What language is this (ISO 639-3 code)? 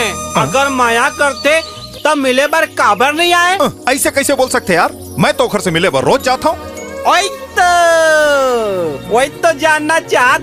hne